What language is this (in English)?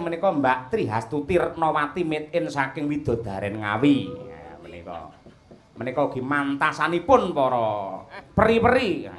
Javanese